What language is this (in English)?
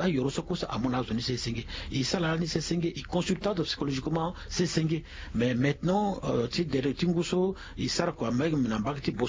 Sango